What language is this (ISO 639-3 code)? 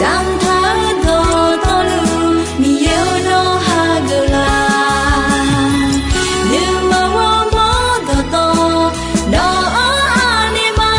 ahk